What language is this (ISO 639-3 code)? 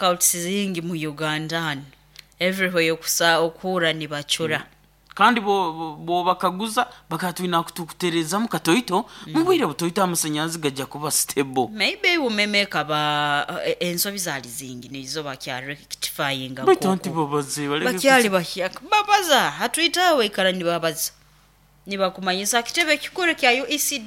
nyn